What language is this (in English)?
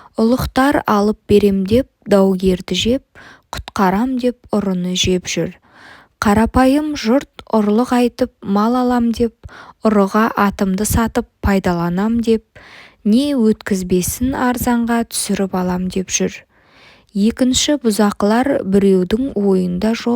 Kazakh